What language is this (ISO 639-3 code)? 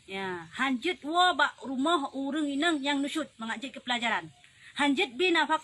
ace